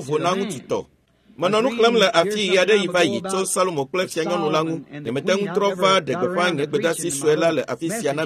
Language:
Ewe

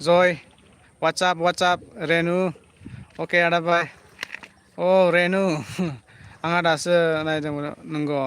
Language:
Bodo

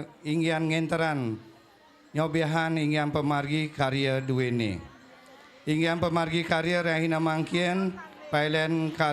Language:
Balinese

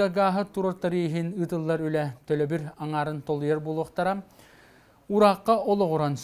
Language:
Yakut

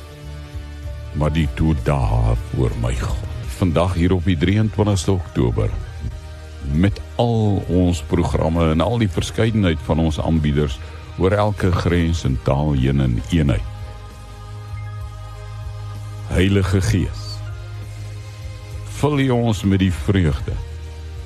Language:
Afrikaans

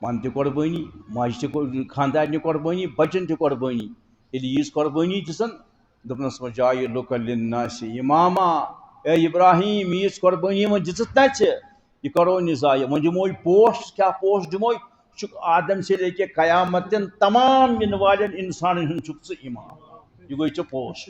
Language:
Kashmiri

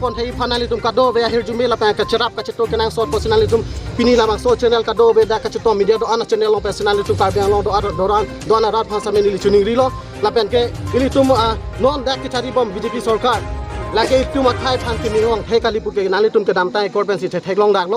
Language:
Karbi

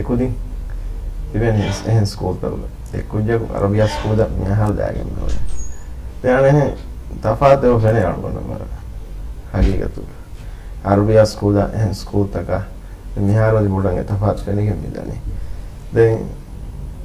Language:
Divehi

